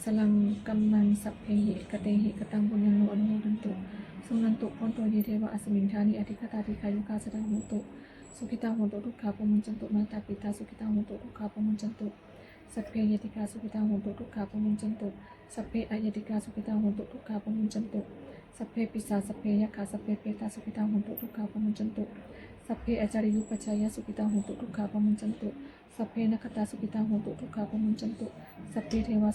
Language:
Pali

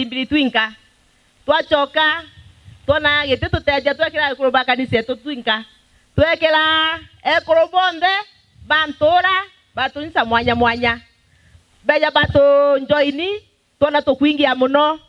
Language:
Meru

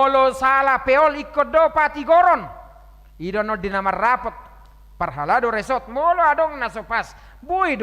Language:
Batak Toba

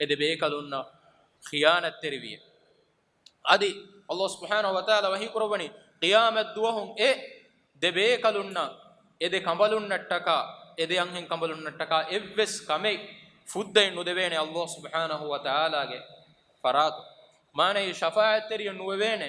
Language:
Divehi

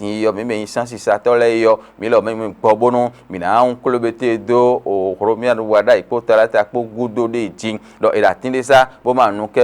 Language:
Fon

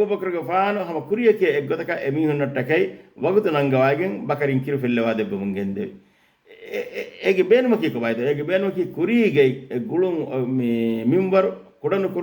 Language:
Divehi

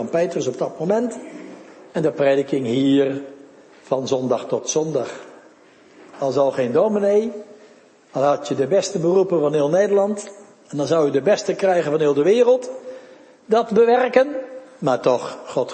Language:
Dutch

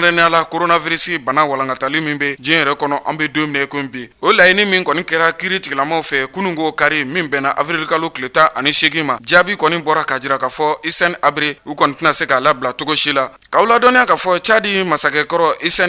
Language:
Bambara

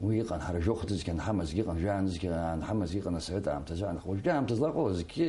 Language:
Abkhazian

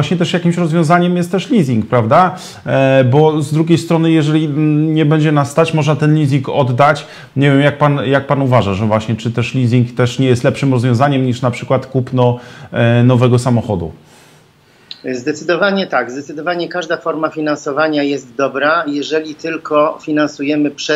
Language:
Polish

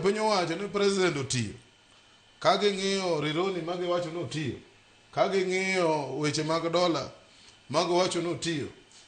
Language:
Luo (Kenya and Tanzania)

